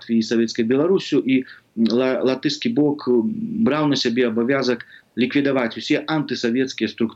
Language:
Belarusian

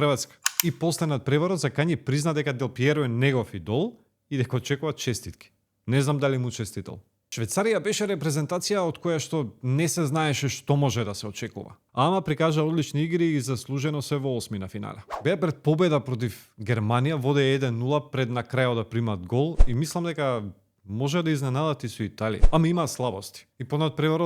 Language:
Macedonian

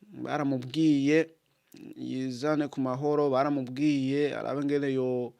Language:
Rundi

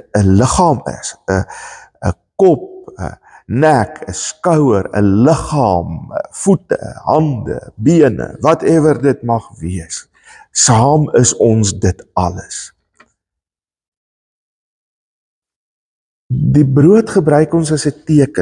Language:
Afrikaans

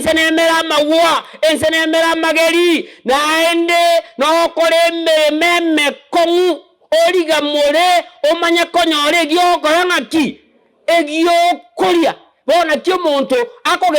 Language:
Gusii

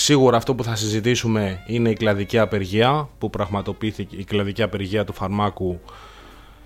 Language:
Greek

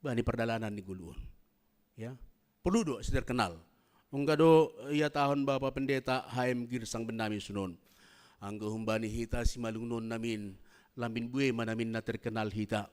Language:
Batak Simalungun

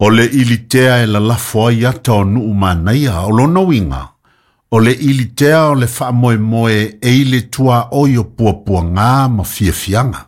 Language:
Samoan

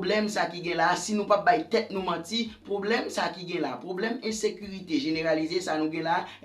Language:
Haitian Creole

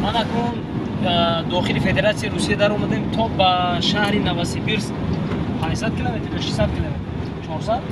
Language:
Tajik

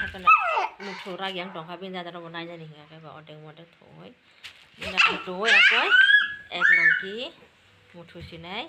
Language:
Kok Borok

